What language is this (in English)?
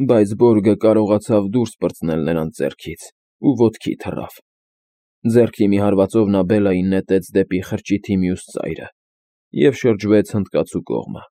Armenian